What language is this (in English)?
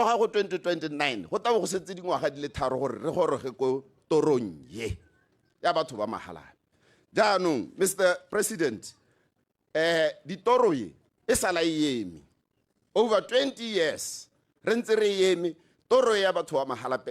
Tswana